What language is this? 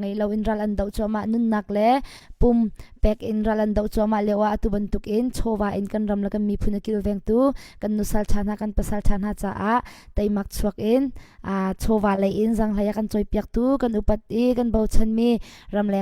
Hakha Chin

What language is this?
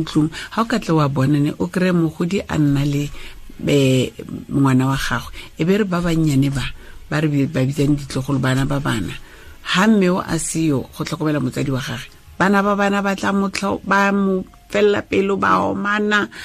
Tswana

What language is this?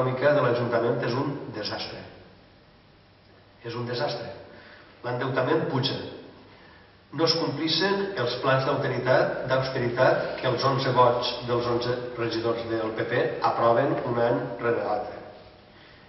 Catalan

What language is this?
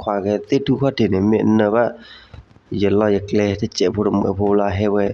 S'gaw Karen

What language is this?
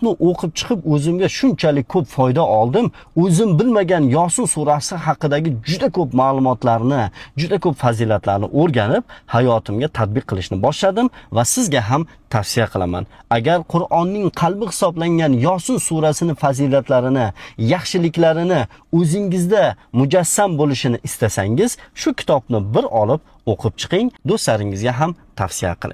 Uzbek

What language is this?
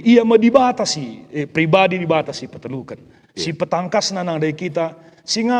Batak Karo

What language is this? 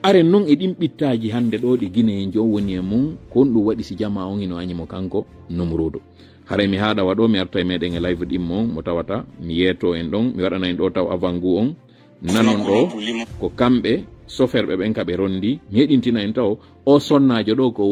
Fula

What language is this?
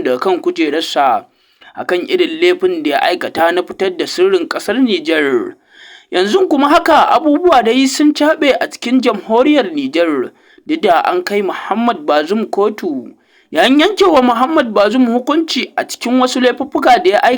Hausa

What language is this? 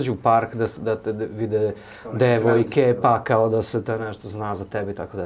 Serbian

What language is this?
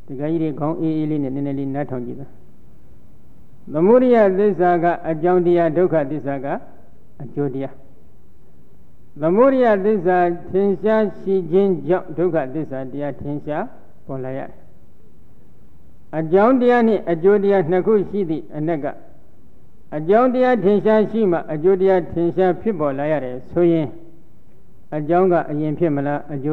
Burmese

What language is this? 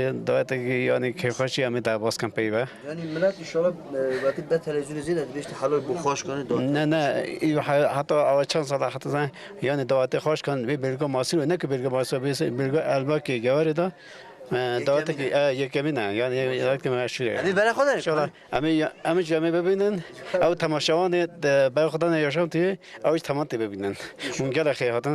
Kurdish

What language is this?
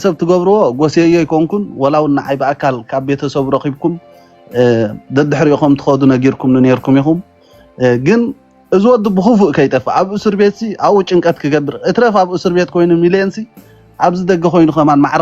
Tigrinya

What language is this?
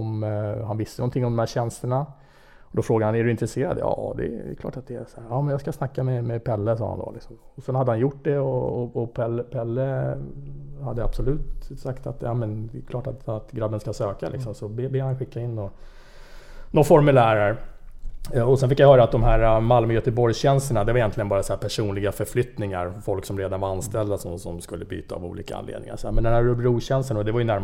Swedish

